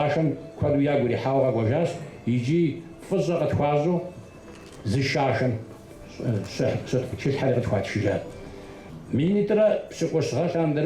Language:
Kabardian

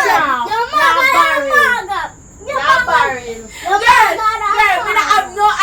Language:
Jamaican Creole English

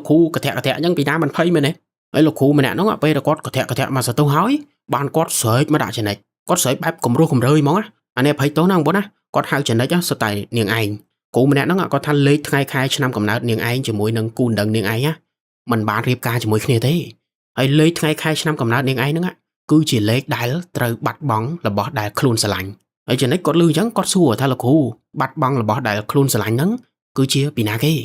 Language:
Khmer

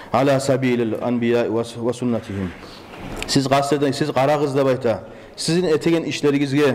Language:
Kumyk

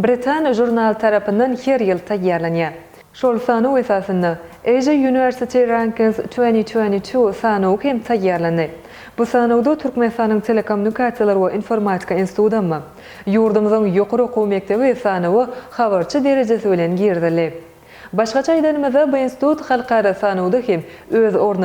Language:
Turkmen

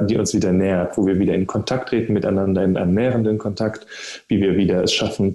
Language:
German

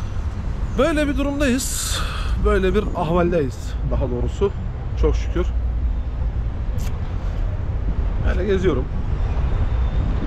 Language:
Turkish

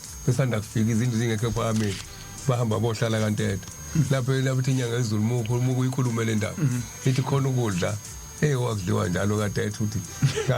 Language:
Zulu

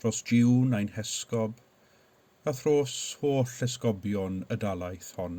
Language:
Welsh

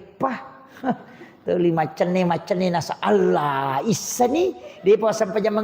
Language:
Buginese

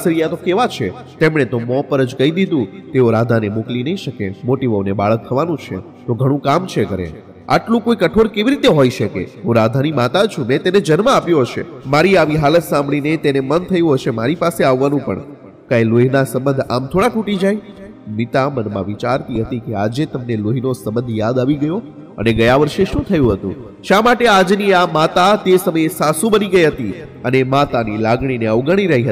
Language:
Gujarati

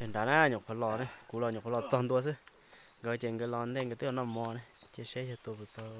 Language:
Hmong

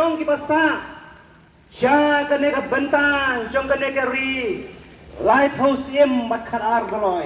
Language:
Khasi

